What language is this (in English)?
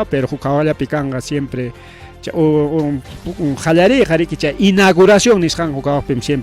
Ayacucho Quechua